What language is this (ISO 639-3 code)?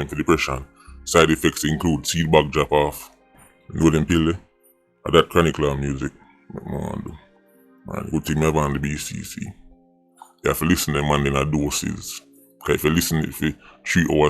jam